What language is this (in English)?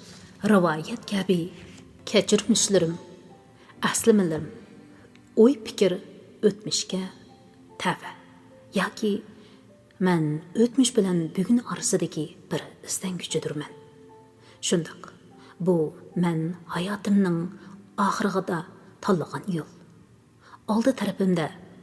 Uyghur